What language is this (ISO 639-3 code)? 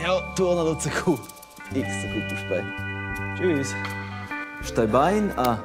roh